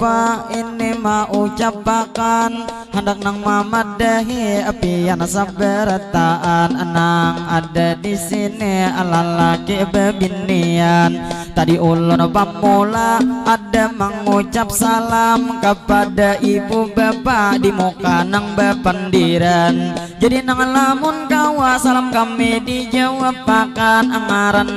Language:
Banjar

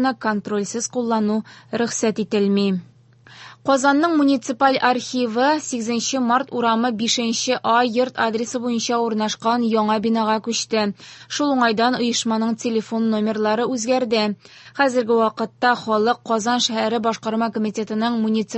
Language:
Tatar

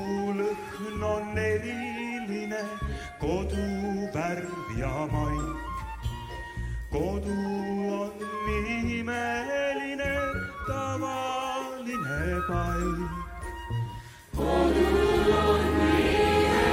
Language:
Estonian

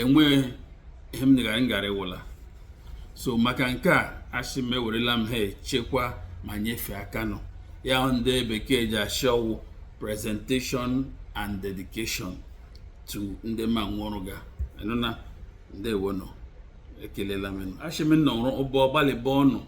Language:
Igbo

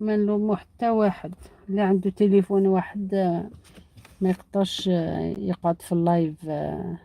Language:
Algerian Arabic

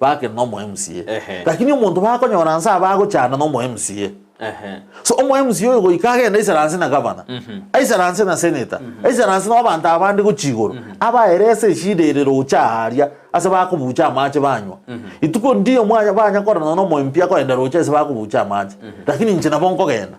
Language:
Gusii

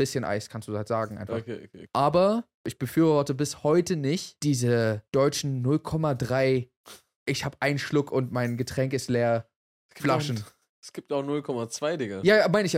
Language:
German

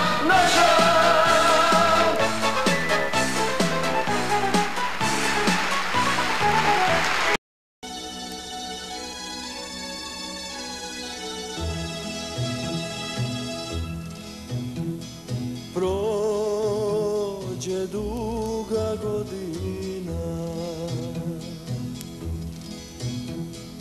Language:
Croatian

